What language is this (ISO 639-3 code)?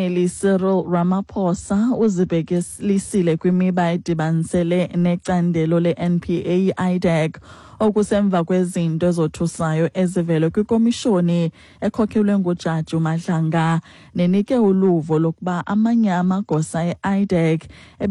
xho